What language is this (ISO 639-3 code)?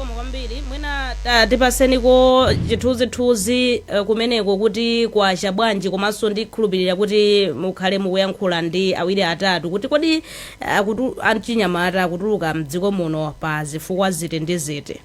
nya